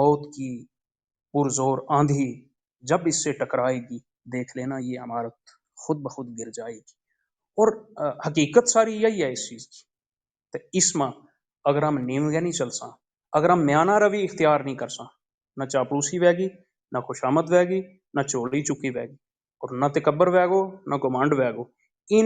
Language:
Gujari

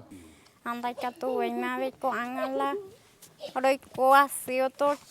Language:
Guarani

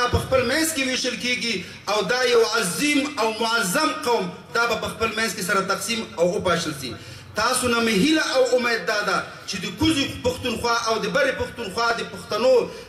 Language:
Pashto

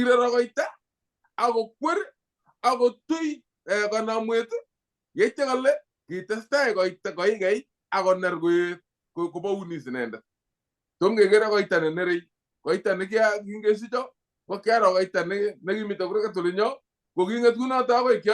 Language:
Kalenjin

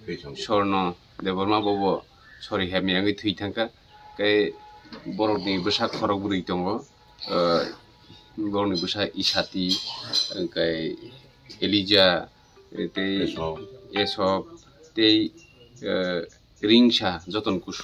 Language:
Kok Borok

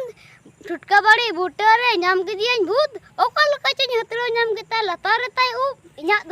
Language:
Santali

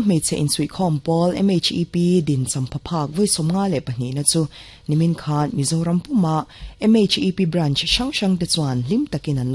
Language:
Mizo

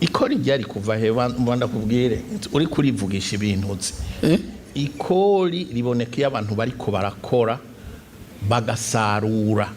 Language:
Rundi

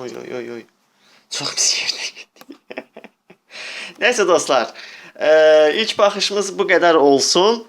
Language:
Azerbaijani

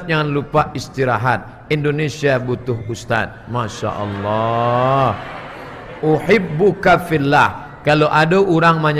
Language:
Minangkabau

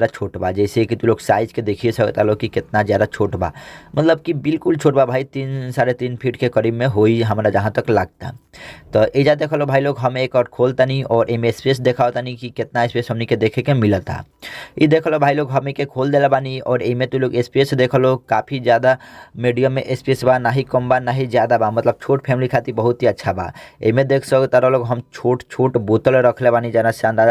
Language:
Bhojpuri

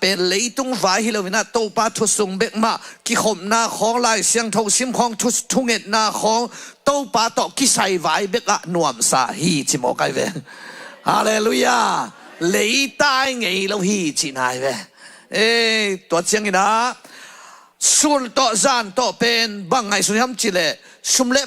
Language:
Tedim Chin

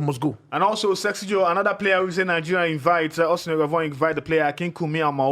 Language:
Nigerian Pidgin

